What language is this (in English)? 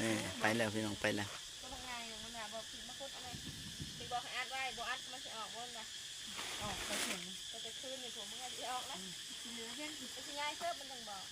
Northeastern Thai